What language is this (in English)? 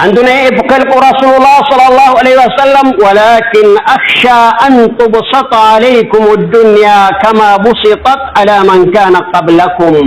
Maranao